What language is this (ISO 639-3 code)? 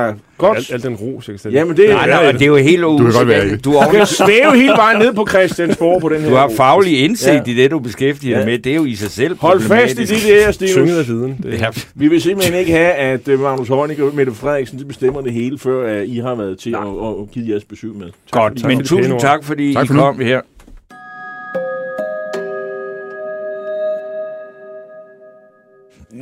dan